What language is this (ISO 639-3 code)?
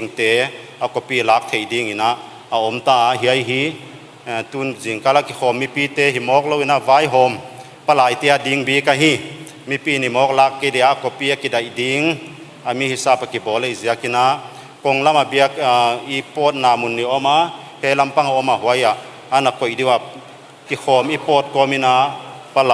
pck